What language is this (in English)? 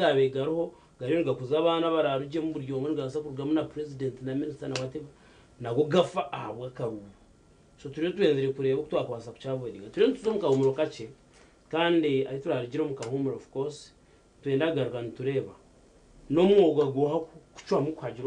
Nyankole